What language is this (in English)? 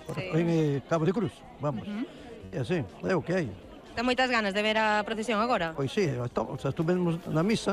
Galician